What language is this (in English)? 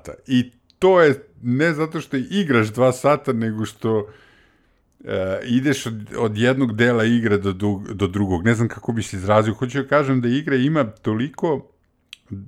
Serbian